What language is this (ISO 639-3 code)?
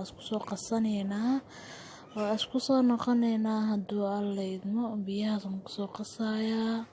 som